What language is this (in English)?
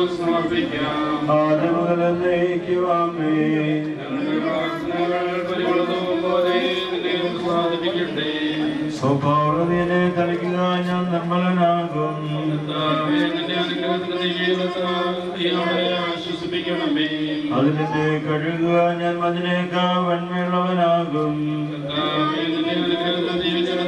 Malayalam